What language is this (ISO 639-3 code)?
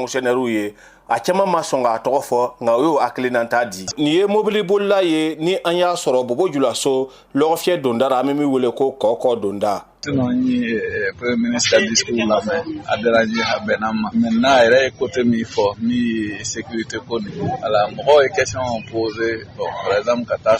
bam